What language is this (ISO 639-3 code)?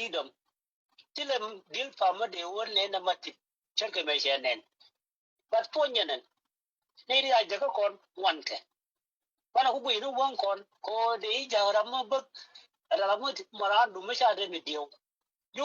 nus